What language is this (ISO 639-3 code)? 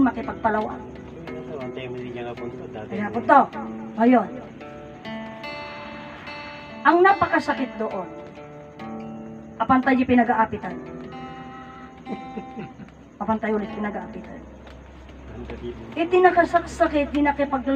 fil